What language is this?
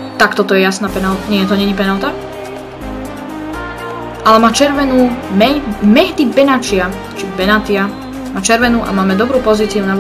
Slovak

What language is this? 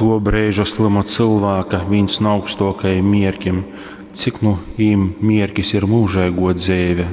Latgalian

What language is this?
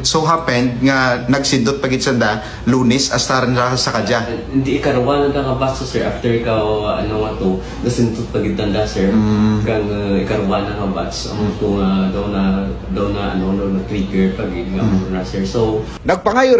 Kinaray-a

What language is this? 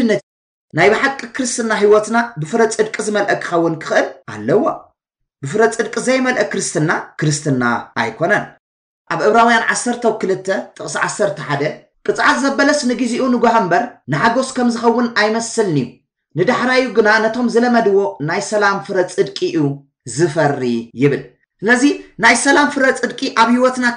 Tigrinya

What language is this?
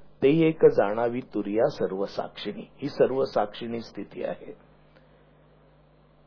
Marathi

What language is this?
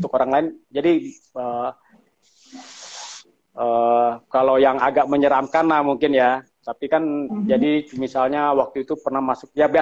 Indonesian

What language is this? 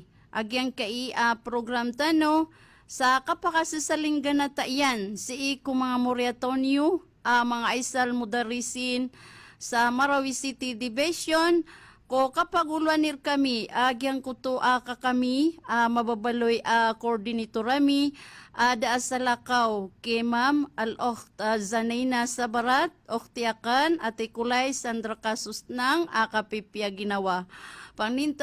Maranao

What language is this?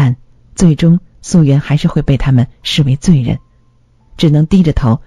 Chinese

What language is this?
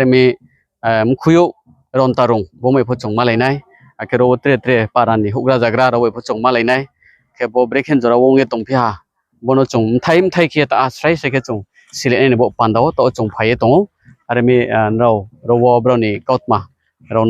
Riang (India)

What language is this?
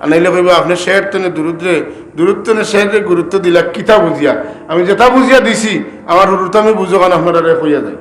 Sylheti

